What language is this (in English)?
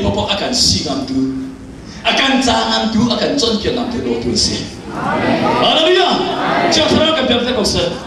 Hakha Chin